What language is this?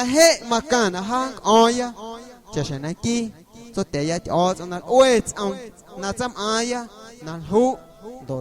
Guerrero Amuzgo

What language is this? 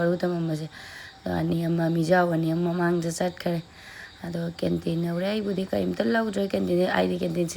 Manipuri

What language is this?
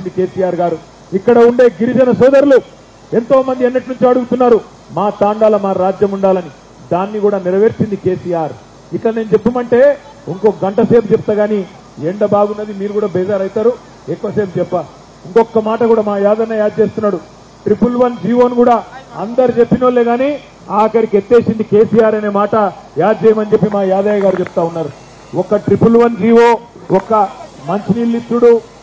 Telugu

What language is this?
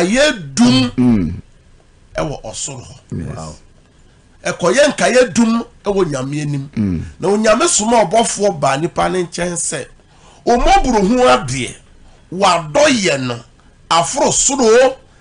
Akan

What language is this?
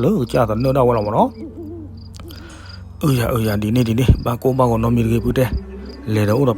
S'gaw Karen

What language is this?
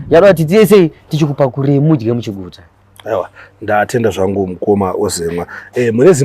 Shona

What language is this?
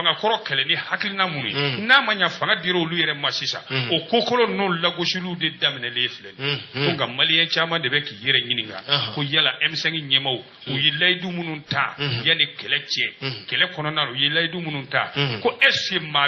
Bambara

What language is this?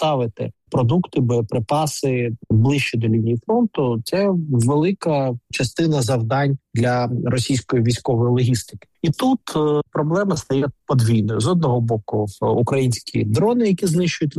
Ukrainian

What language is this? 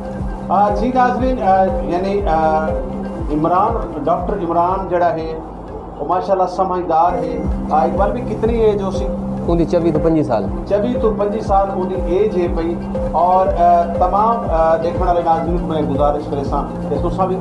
Saraiki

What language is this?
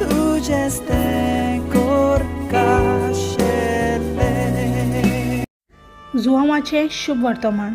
Konkani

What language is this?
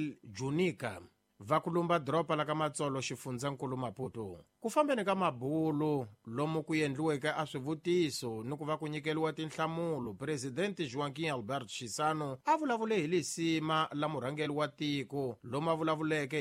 Tsonga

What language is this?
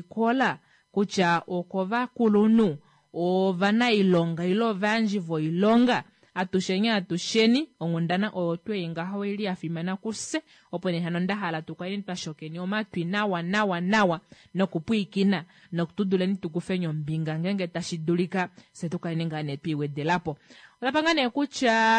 Kuanyama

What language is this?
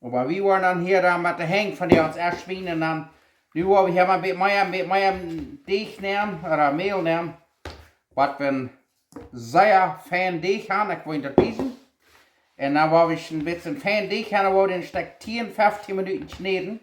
Plautdietsch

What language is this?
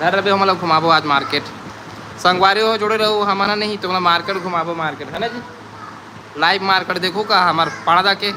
Chhattisgarhi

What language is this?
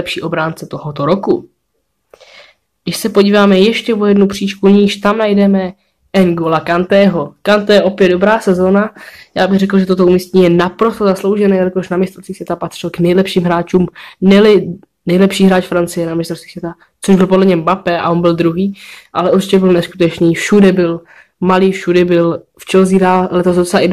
Czech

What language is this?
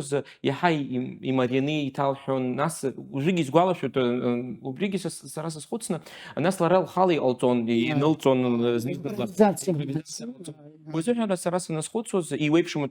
Abkhazian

